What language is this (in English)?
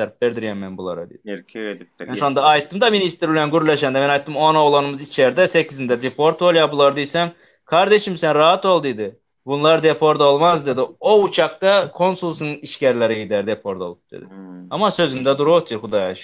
Turkmen